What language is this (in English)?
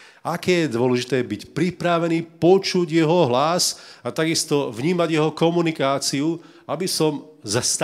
Slovak